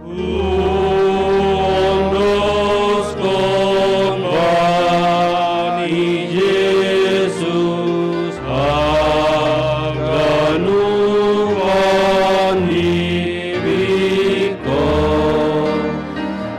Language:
Batak Simalungun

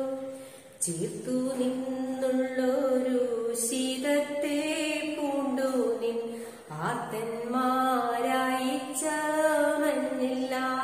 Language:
Malayalam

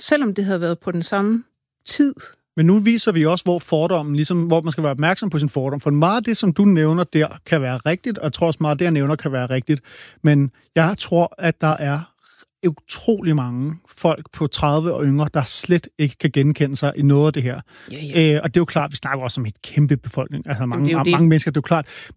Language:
Danish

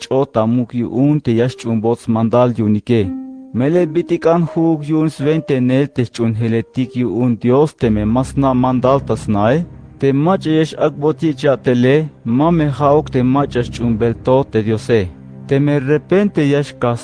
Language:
Tzeltal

